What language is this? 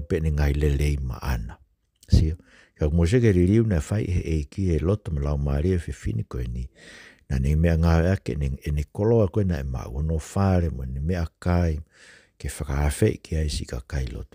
Tongan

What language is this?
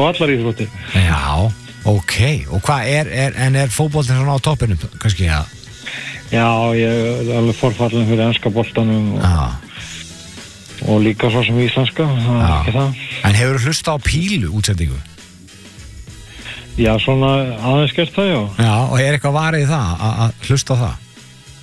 Icelandic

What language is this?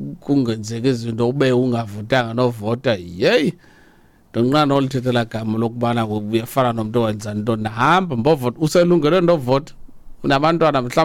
Xhosa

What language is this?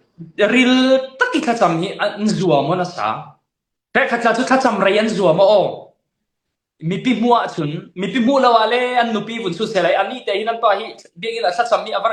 Falam Chin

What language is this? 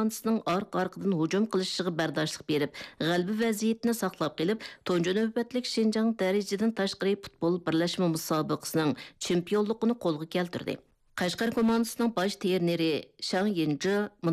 Uyghur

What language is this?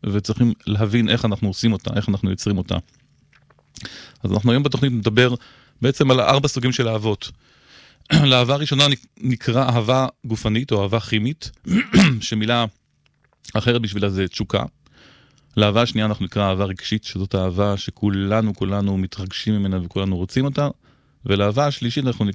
Hebrew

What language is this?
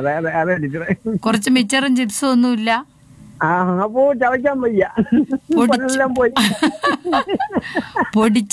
Malayalam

